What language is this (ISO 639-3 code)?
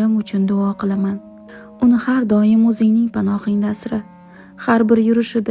uzb